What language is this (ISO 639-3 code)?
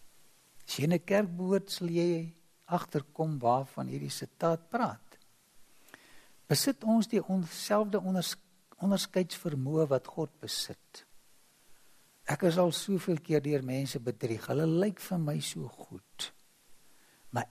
afr